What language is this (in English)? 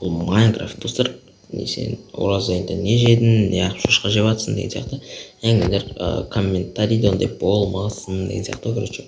Kazakh